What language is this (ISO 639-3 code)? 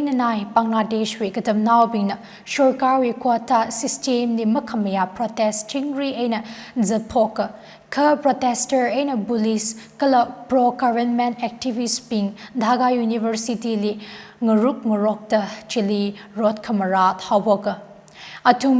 nmf